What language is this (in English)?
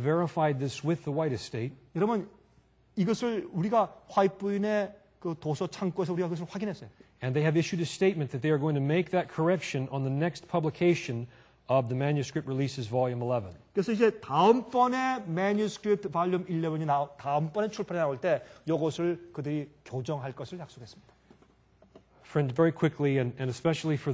Korean